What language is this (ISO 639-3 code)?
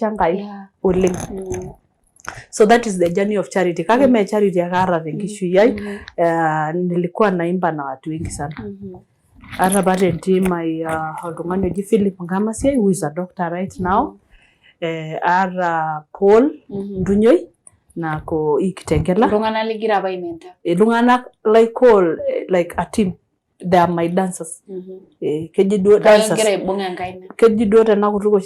mas